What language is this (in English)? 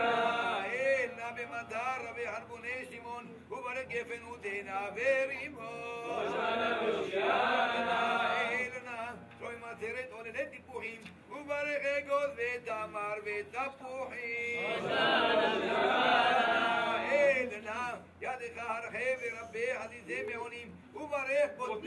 Hebrew